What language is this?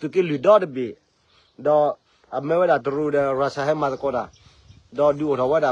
S'gaw Karen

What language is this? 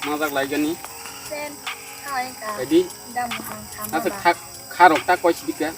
Kok Borok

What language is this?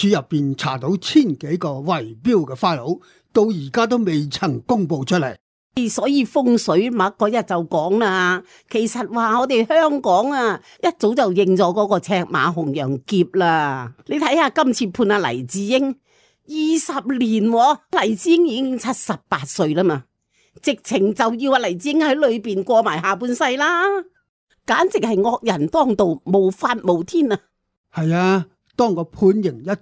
Cantonese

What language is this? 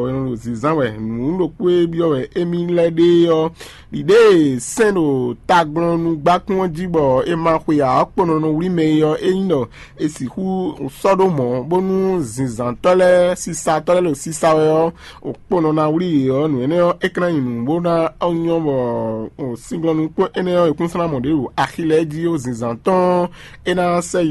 Fon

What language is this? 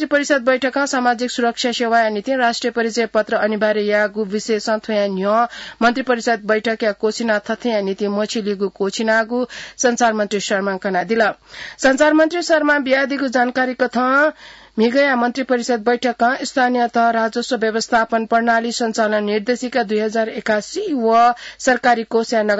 Newari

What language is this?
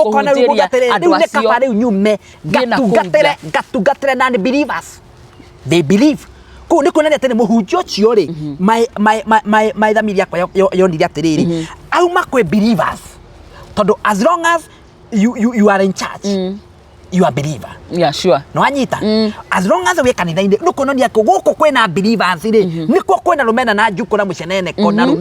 Kikuyu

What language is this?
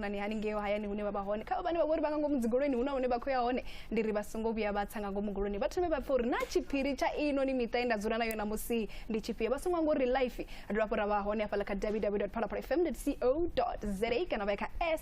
Venda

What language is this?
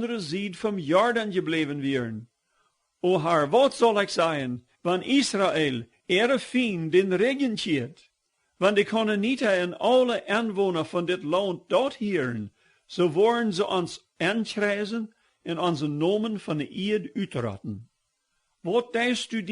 Plautdietsch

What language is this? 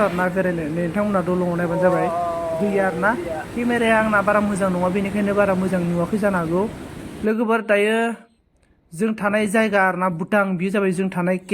Bodo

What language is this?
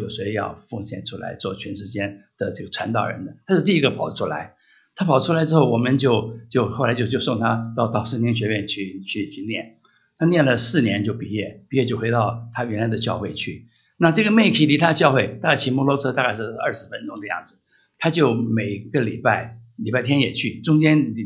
Chinese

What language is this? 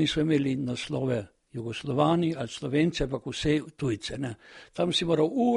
Slovenian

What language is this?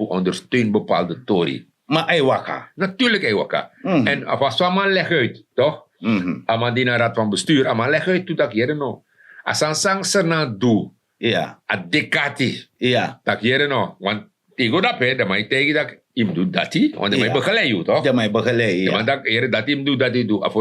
Sranan Tongo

